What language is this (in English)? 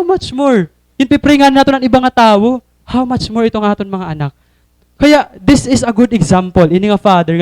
Waray